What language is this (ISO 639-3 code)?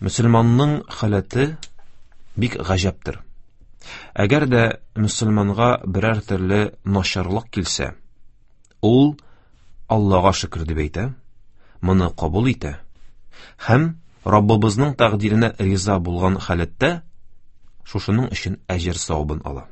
tat